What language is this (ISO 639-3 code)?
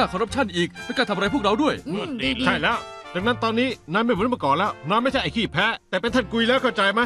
tha